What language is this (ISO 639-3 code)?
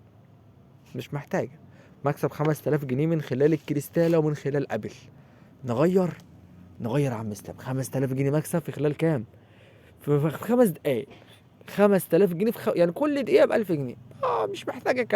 arz